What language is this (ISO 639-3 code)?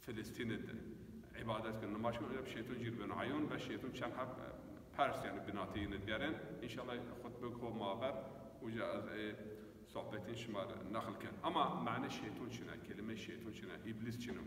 zza